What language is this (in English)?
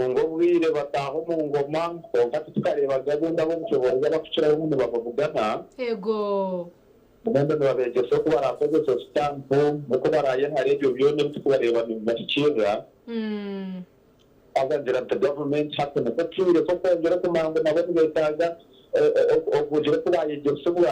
Nyankole